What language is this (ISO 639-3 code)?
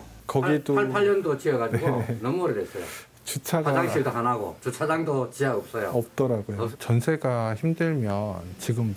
kor